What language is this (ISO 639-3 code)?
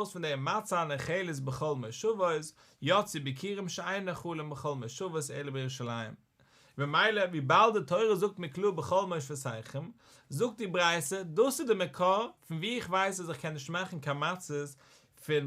yid